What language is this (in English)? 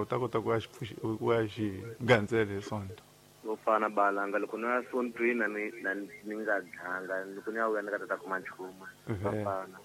Tsonga